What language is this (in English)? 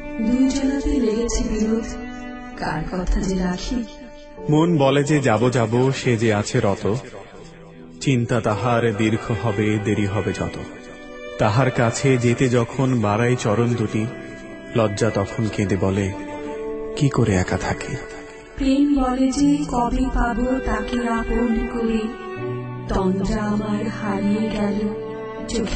Bangla